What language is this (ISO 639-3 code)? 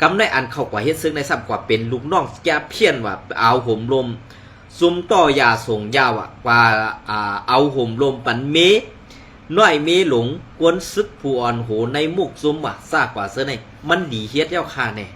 shn